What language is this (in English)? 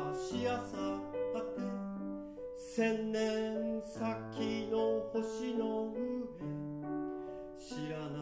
Japanese